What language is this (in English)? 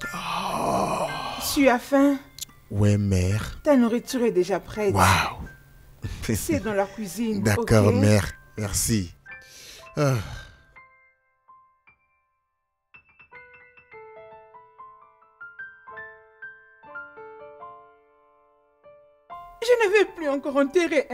French